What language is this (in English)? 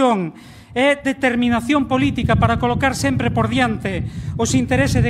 Galician